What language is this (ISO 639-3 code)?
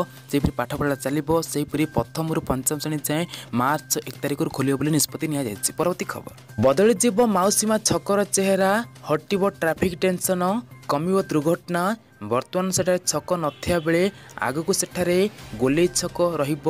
ori